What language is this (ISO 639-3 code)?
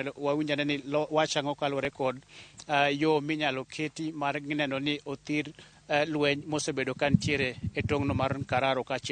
luo